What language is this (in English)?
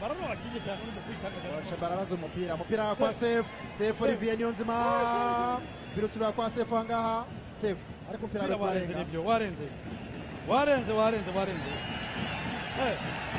Kinyarwanda